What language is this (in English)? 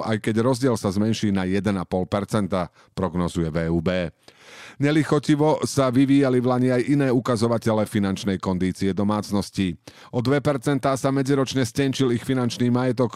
Slovak